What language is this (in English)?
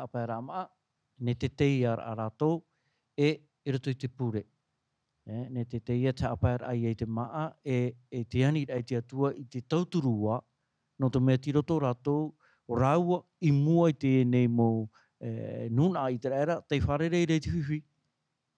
Tahitian